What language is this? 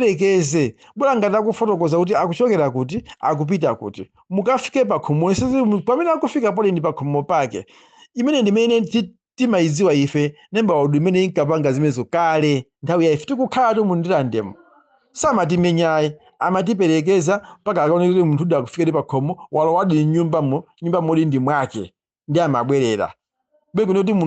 Nyanja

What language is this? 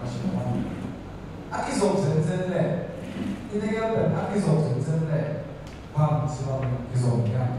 Tedim Chin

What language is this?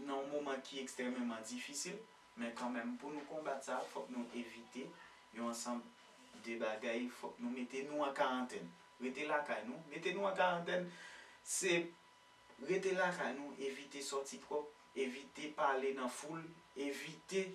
Haitian Creole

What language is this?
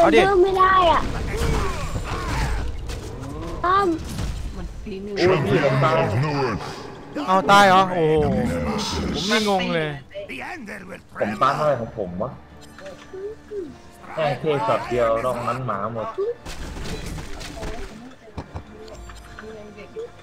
Thai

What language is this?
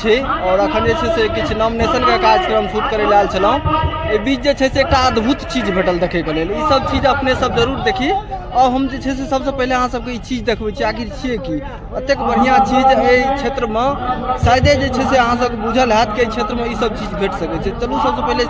Maithili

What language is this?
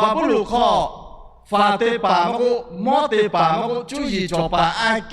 Lahu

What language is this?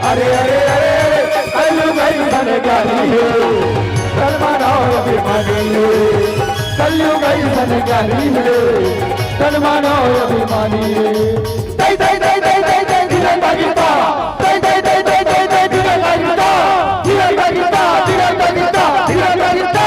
Chhattisgarhi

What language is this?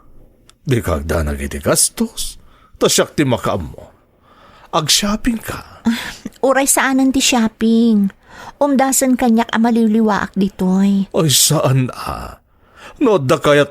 Iloko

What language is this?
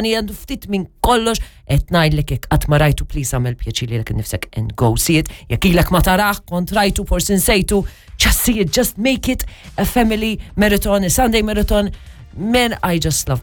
Maltese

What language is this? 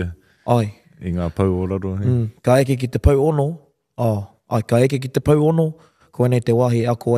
Māori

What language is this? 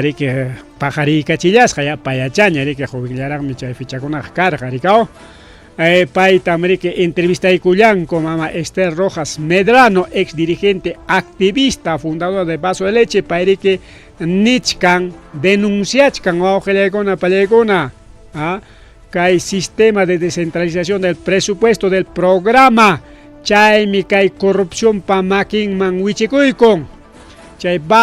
Ayacucho Quechua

